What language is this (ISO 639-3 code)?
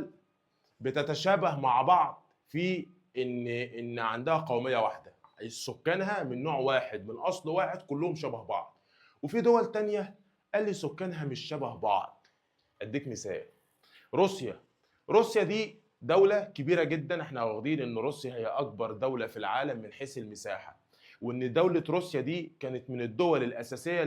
arz